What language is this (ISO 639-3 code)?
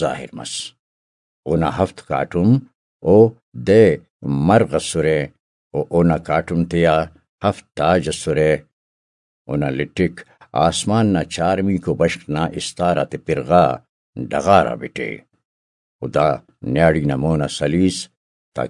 brh